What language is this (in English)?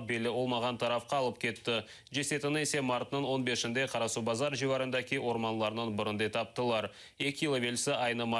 Crimean Tatar